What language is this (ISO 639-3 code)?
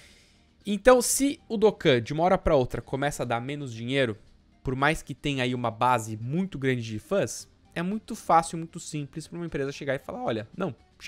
por